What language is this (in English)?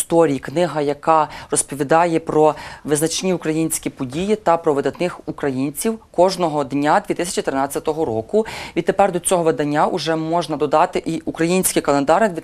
Ukrainian